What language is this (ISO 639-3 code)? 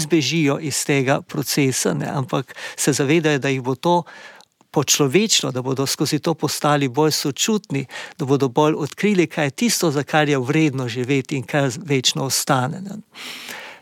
slv